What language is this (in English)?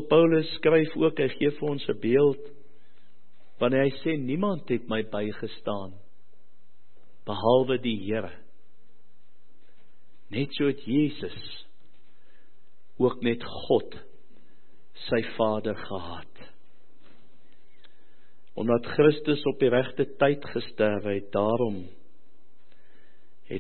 Afrikaans